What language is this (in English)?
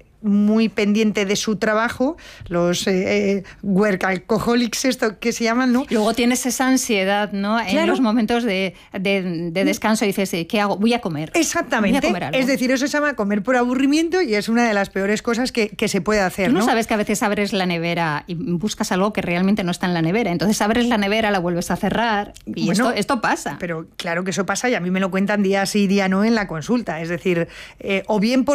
Spanish